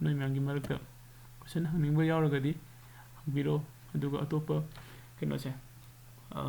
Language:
Manipuri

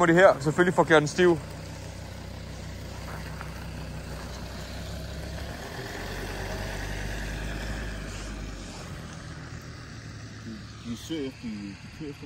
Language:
Danish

